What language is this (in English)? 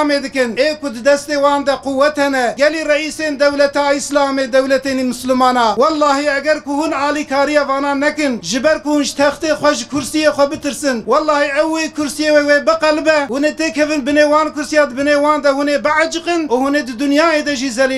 Kurdish